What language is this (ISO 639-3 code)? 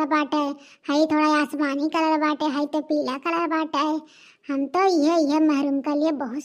awa